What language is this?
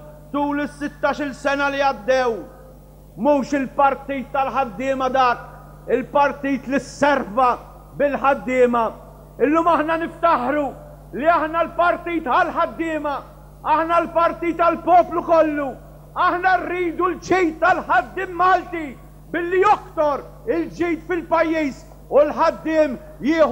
Maltese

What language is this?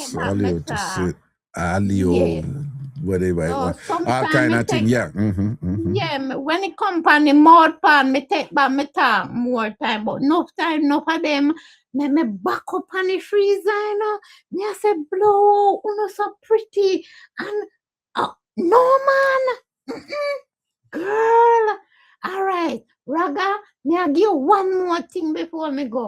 Jamaican Creole English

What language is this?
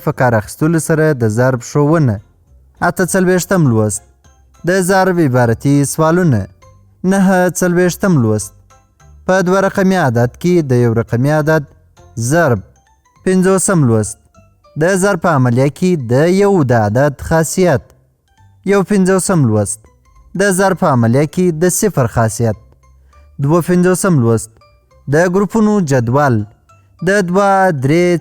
Pashto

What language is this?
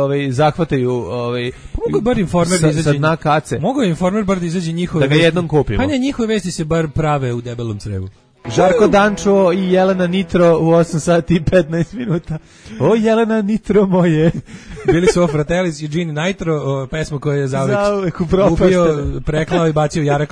Serbian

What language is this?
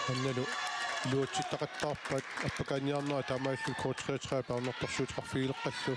Kalaallisut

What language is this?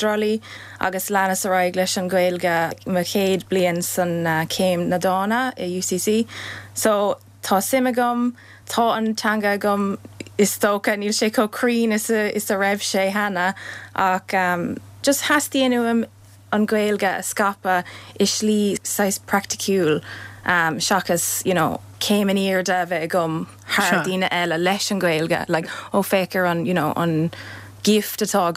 Irish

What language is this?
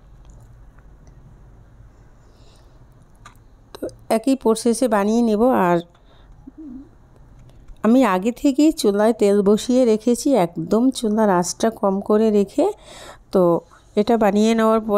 Bangla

